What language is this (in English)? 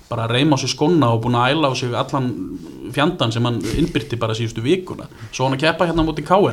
Icelandic